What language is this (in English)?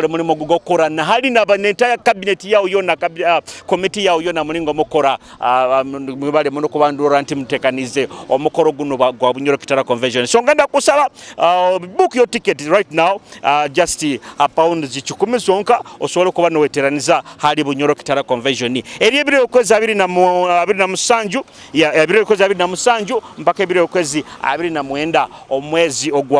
Nyoro